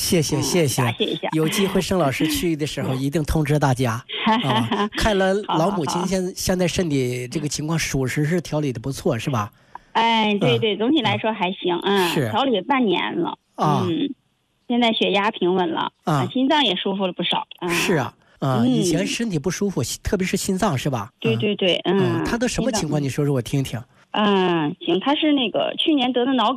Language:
Chinese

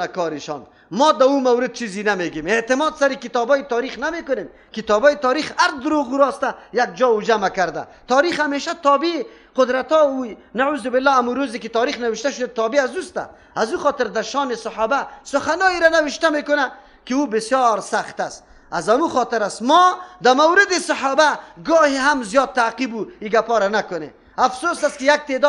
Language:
Persian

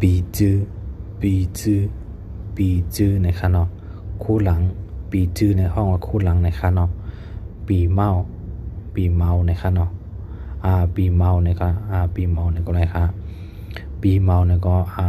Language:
Shan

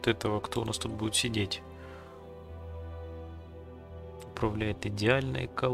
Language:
Russian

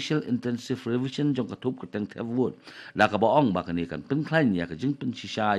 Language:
Khasi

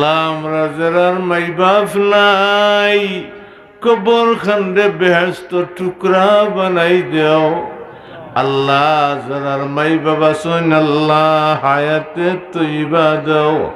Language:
Sylheti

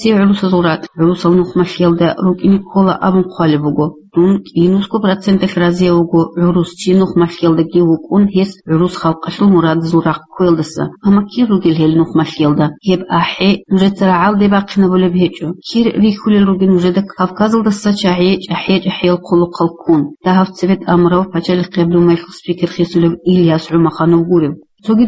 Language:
Avaric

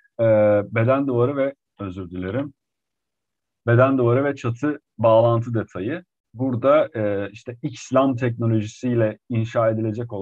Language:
Turkish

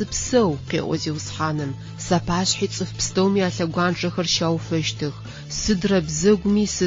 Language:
Adyghe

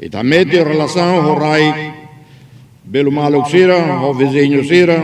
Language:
Tetum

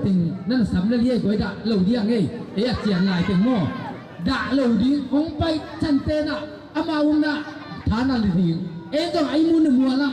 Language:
Tedim Chin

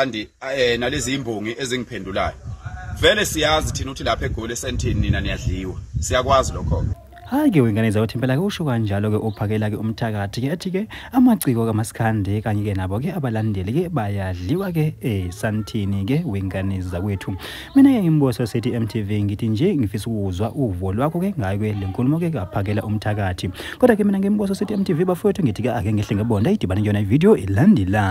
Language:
Zulu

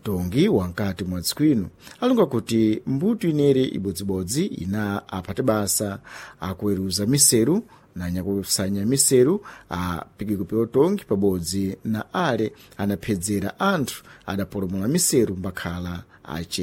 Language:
Sena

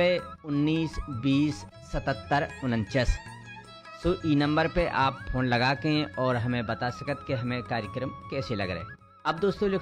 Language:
Hindi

